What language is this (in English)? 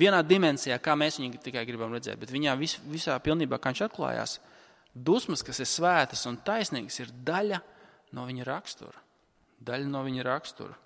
Latvian